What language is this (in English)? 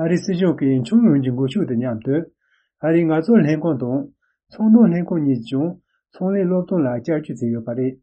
Tibetan